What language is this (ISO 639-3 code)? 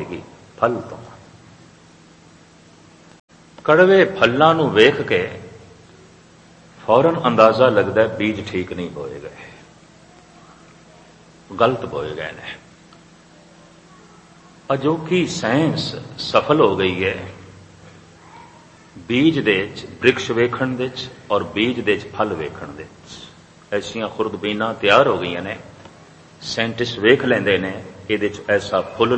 pan